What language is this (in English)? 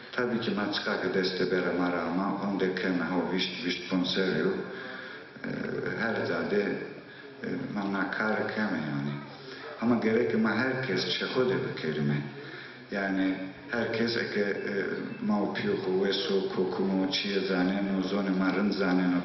Zaza